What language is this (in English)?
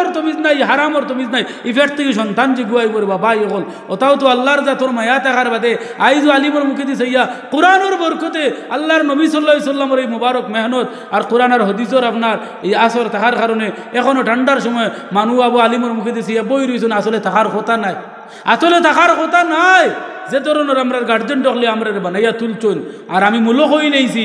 Sylheti